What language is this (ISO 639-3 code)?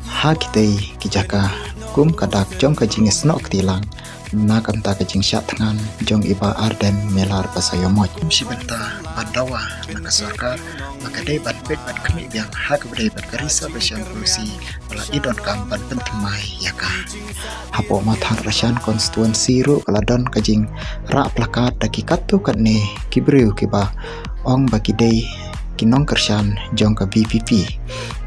kha